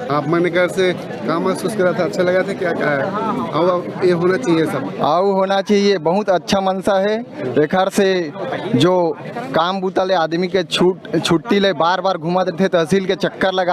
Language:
Chhattisgarhi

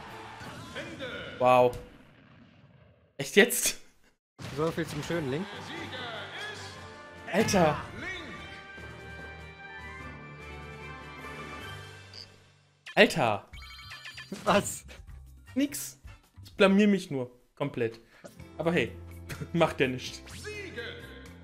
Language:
German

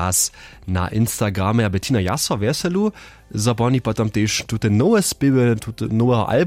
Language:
Upper Sorbian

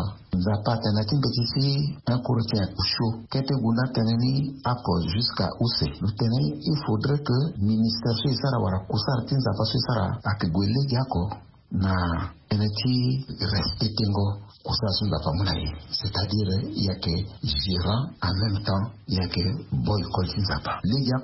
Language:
Sango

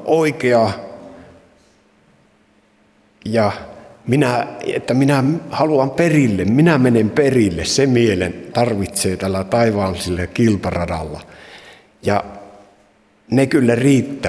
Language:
Finnish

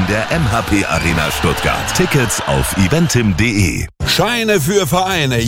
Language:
German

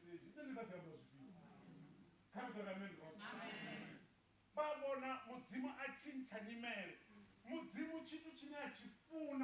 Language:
Venda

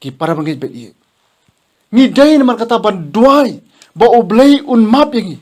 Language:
Khasi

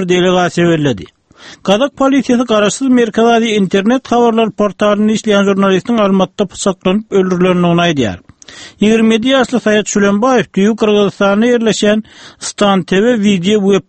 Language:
Turkmen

